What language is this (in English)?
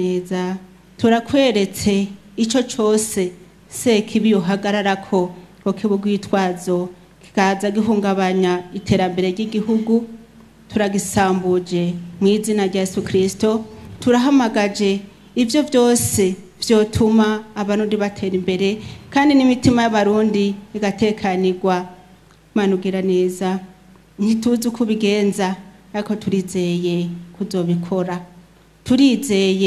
Rundi